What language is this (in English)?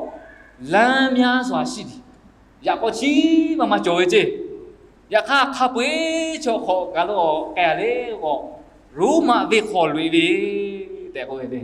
Lahu